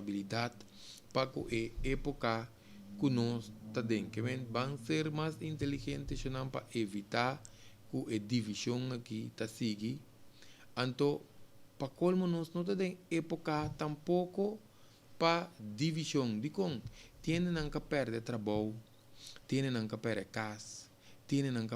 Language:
Papiamento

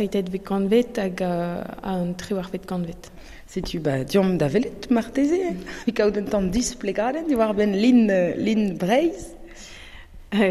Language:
Breton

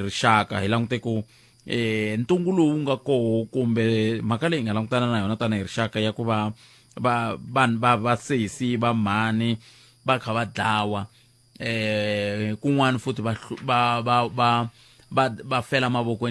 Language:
Tsonga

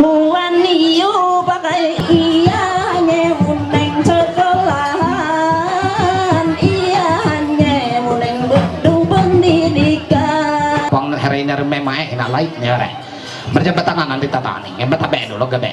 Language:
Ma'anyan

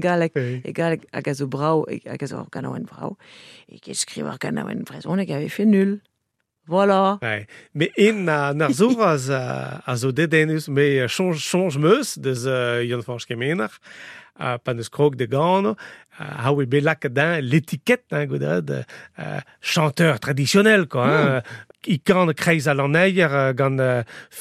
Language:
Breton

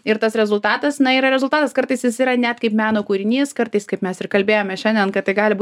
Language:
Lithuanian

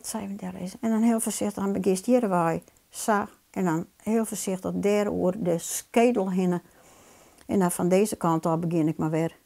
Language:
Western Frisian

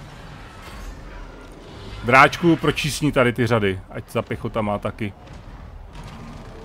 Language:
Czech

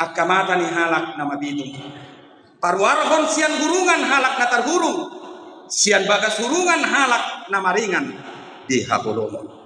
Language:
Batak Toba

